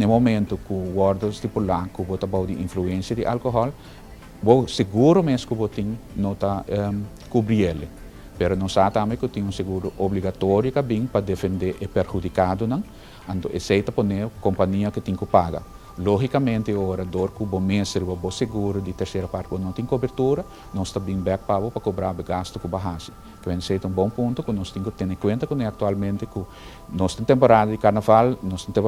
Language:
Papiamento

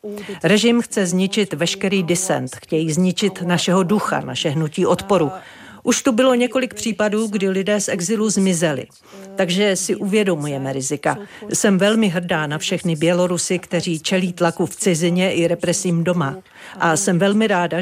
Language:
Czech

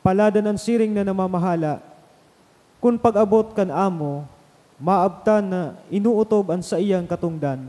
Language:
Bikol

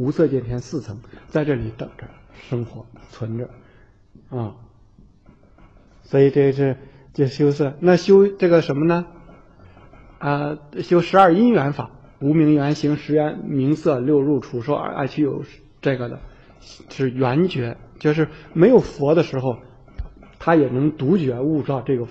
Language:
Chinese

